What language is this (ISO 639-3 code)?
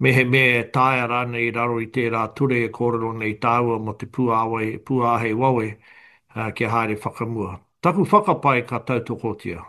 mri